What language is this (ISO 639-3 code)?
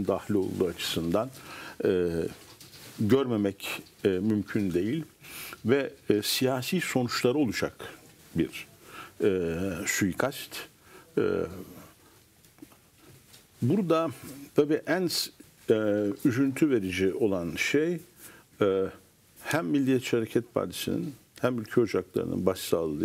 tur